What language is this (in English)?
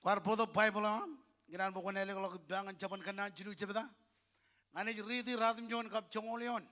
Marshallese